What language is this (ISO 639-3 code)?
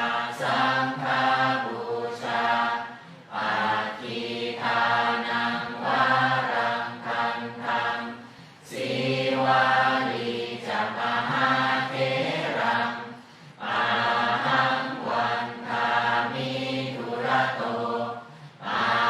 pli